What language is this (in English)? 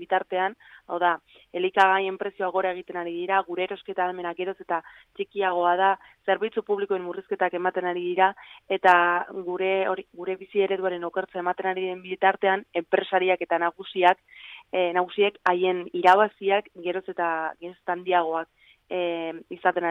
Basque